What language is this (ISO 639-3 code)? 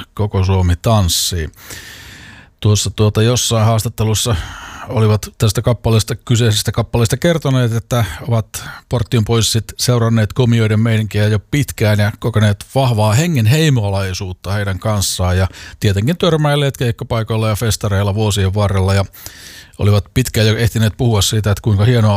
fin